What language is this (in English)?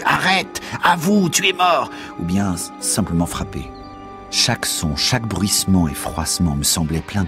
French